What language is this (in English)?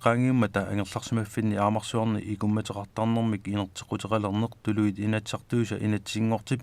Kalaallisut